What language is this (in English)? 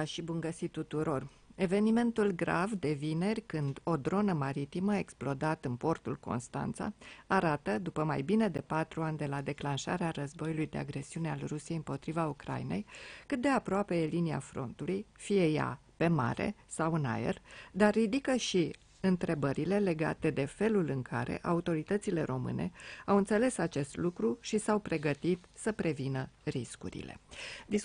Romanian